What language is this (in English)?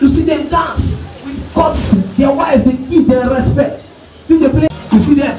Nigerian Pidgin